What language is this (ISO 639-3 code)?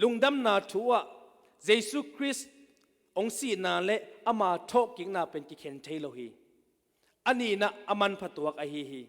ctd